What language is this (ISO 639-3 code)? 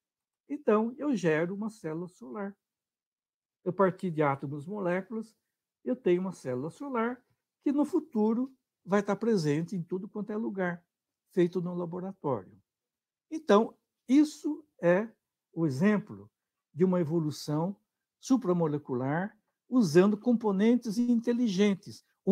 por